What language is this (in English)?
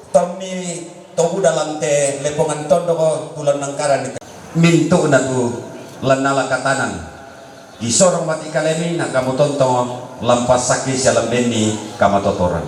Toraja-Sa'dan